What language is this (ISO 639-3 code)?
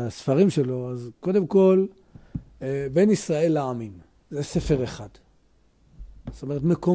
heb